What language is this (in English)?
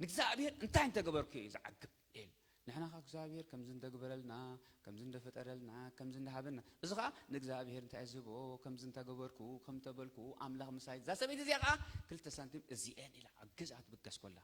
Tigrinya